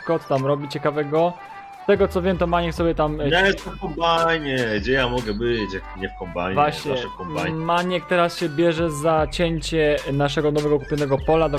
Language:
Polish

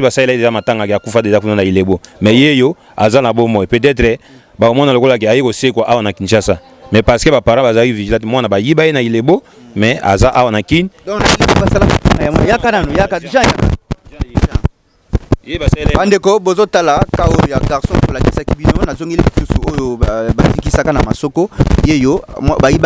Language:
Lingala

